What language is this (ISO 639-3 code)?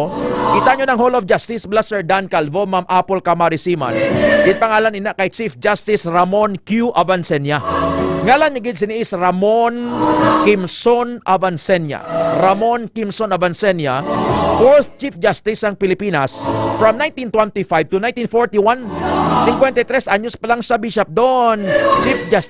hil